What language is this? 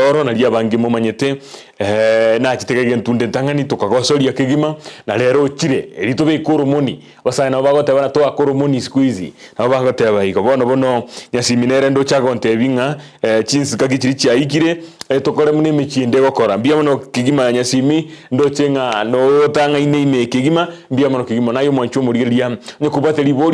Gusii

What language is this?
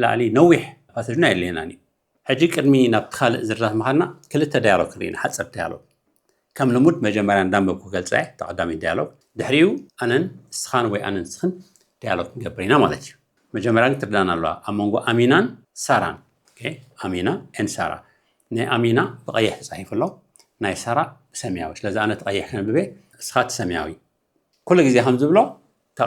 Tigrinya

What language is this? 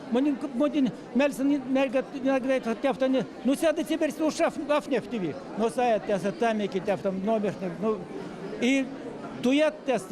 Erzya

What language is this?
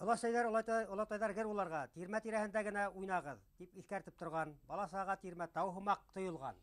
Bashkir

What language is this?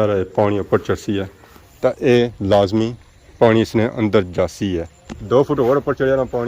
Pahari-Potwari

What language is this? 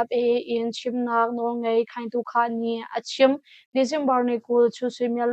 Hakha Chin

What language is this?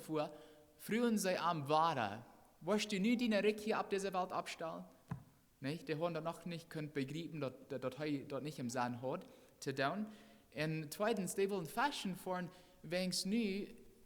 Plautdietsch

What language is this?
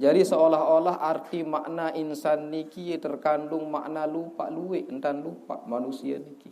Sasak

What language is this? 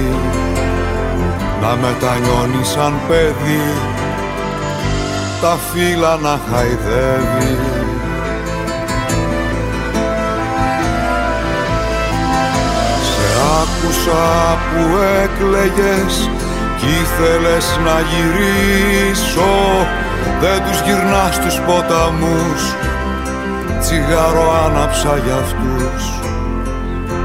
Greek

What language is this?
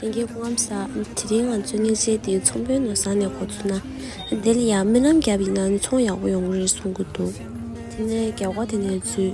Tibetan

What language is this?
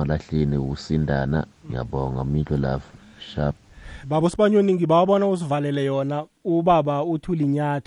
South Ndebele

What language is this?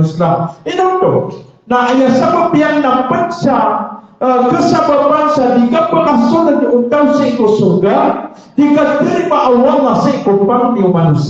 Maranao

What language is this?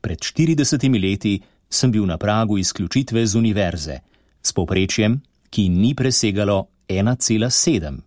Slovenian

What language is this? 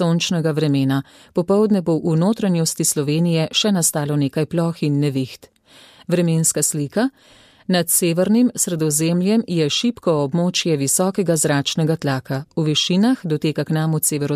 Slovenian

